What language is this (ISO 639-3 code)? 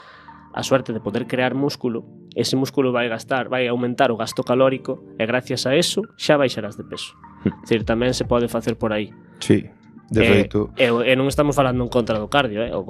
glg